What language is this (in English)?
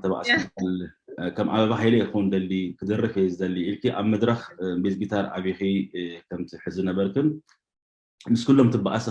Tigrinya